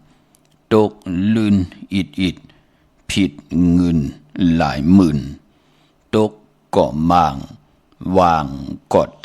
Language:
Shan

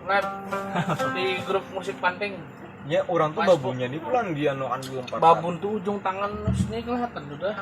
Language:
Banjar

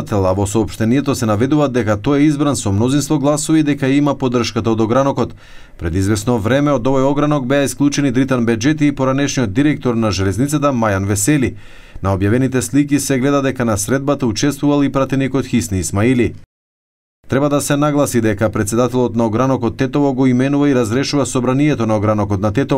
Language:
Macedonian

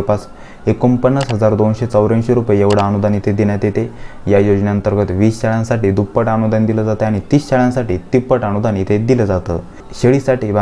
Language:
Marathi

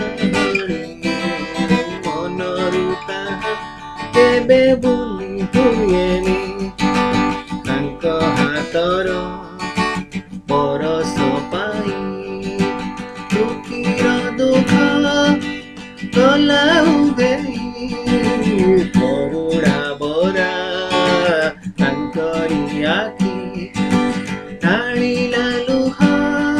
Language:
Odia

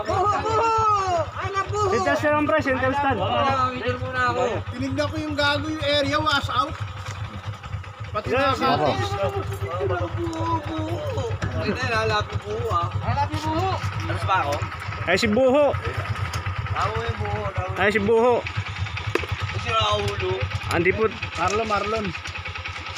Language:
Filipino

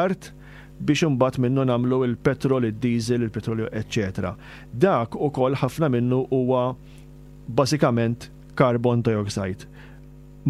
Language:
Maltese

